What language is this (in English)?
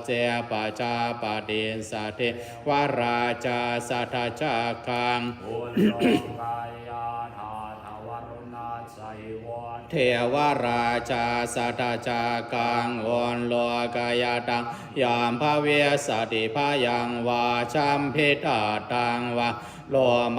Pali